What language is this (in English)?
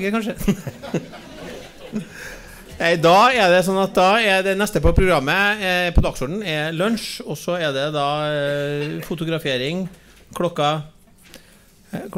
Norwegian